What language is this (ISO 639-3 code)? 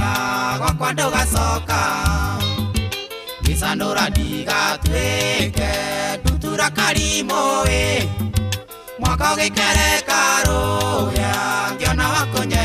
kik